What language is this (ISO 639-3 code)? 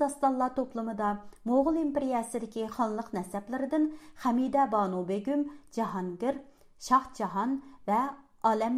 uig